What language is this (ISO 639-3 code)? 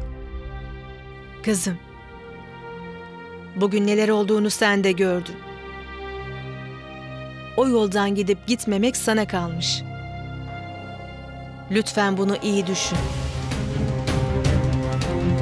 tur